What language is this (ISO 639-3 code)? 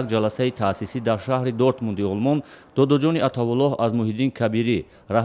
tgk